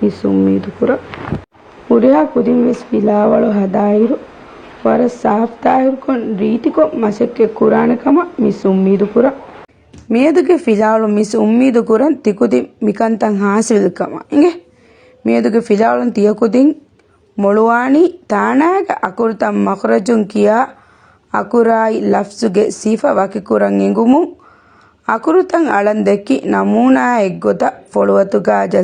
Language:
Divehi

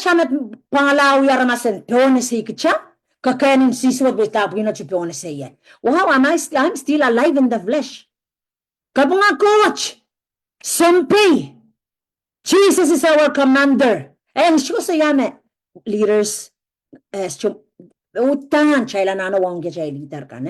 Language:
Pohnpeian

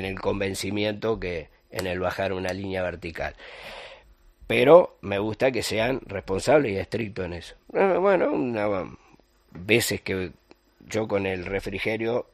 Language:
Spanish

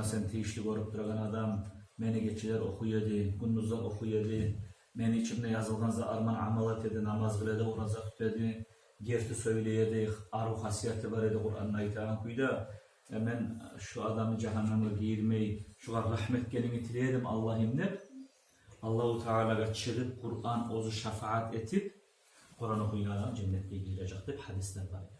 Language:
Kumyk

